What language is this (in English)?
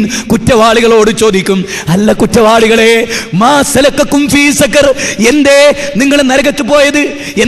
Malayalam